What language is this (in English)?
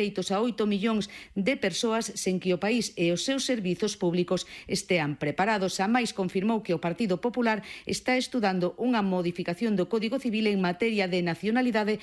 Galician